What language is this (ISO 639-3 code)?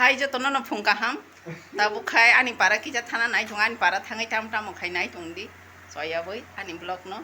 trp